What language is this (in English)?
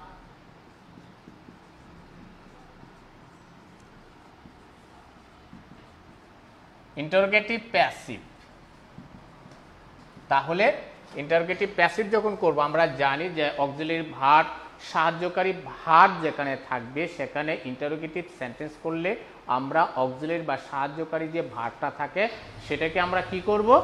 Bangla